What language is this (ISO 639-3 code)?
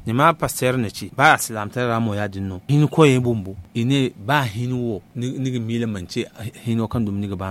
dje